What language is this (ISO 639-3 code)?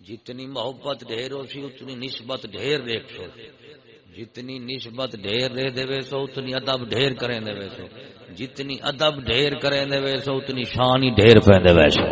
skr